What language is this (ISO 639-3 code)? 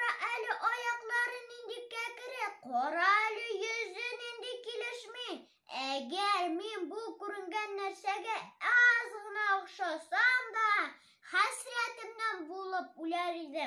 tat